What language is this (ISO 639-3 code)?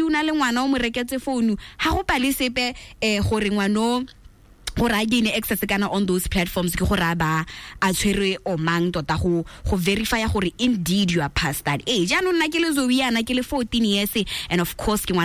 tsn